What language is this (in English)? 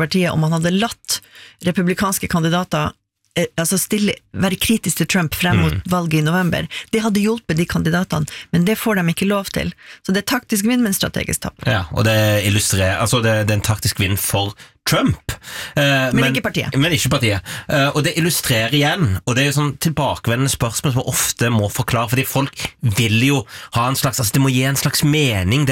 Norwegian